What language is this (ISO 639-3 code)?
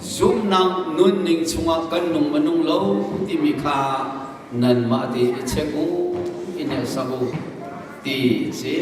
cnh